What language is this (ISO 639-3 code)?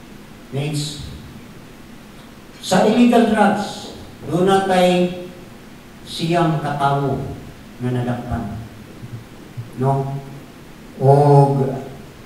ceb